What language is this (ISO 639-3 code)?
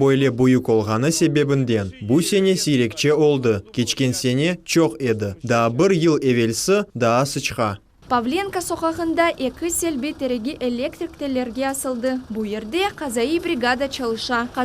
crh